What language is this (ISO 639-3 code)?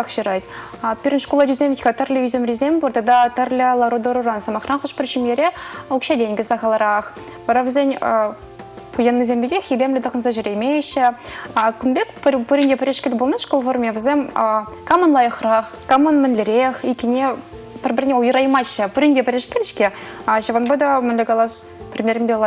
chv